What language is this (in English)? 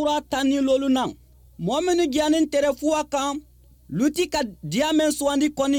Bambara